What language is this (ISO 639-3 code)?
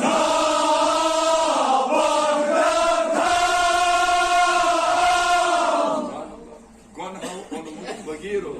kas